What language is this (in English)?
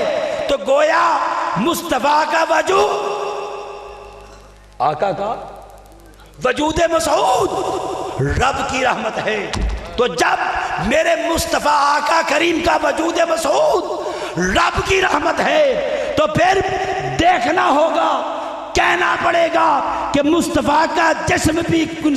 Urdu